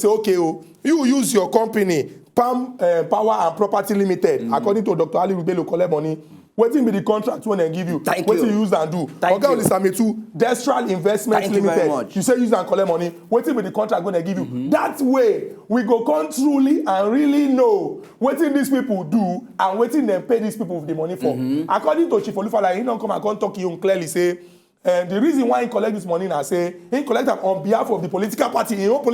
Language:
Nigerian Pidgin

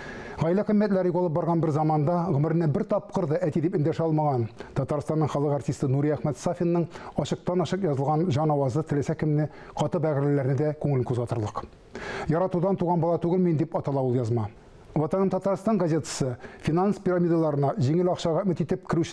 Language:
Tatar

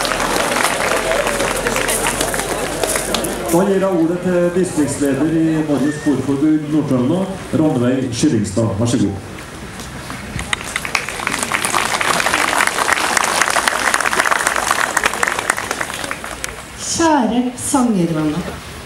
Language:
Norwegian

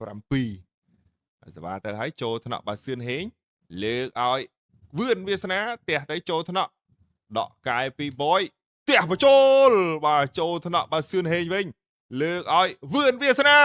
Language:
Khmer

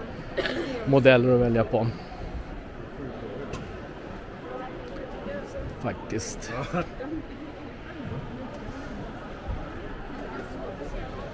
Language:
Swedish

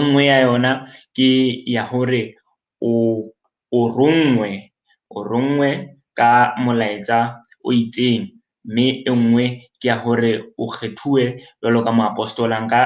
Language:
Southern Sotho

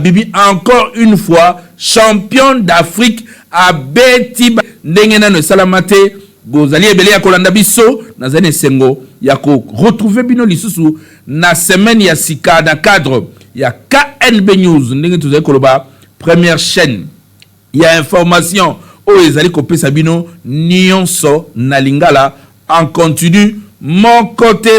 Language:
Lingala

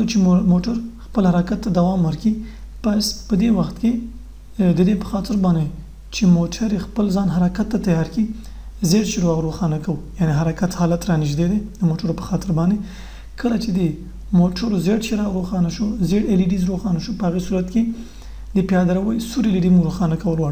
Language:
Pashto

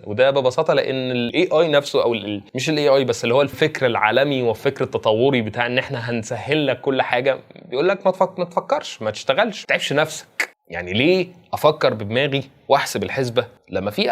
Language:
Egyptian Arabic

